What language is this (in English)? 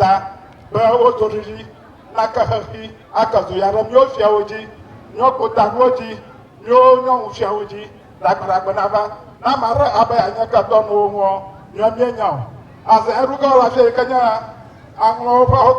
Ewe